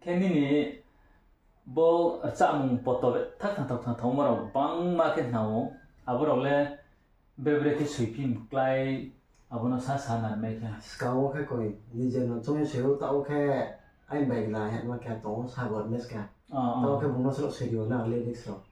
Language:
Riang (India)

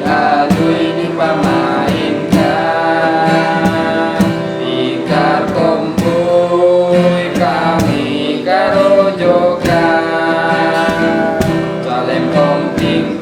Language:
Minangkabau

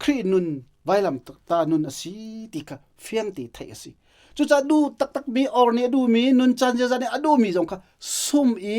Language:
Hakha Chin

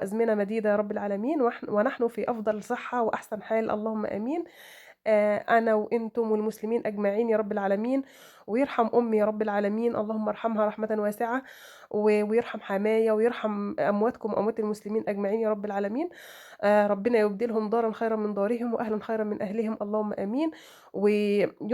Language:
Egyptian Arabic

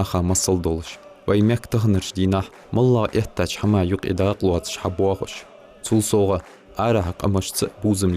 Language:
Ingush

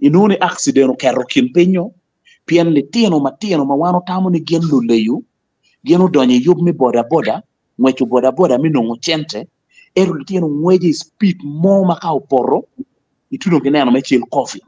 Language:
Acoli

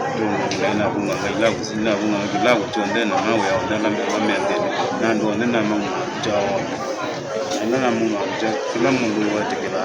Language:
Kamba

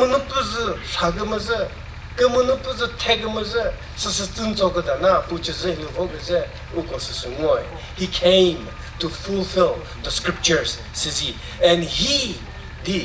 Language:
Chokri Naga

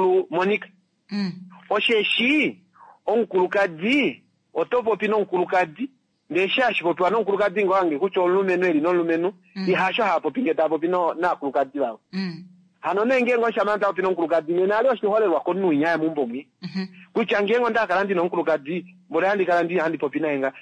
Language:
Kuanyama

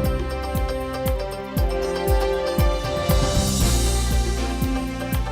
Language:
Udmurt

